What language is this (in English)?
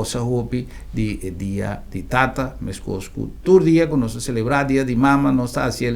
Papiamento